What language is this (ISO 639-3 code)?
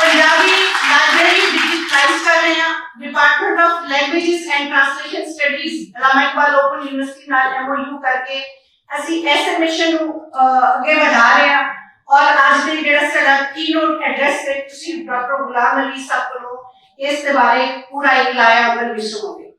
lah